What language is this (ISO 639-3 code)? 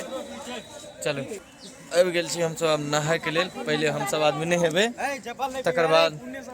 mai